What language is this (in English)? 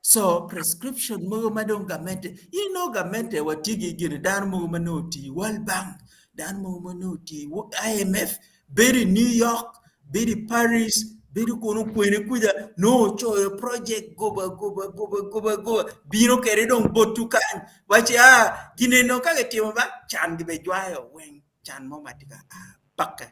Acoli